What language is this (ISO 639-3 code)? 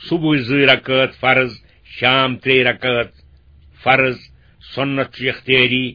kas